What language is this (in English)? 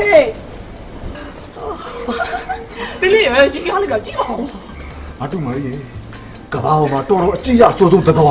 Burmese